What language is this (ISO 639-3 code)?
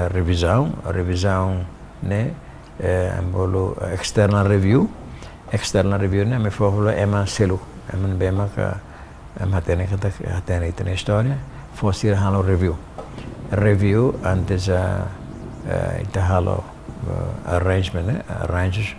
tet